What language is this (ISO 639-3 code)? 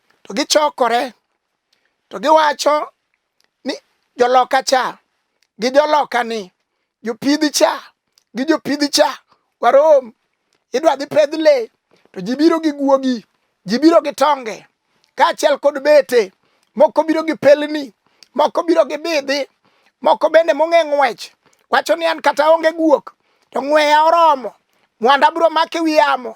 luo